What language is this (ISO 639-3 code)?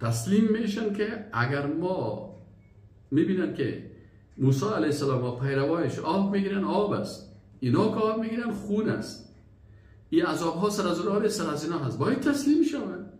fas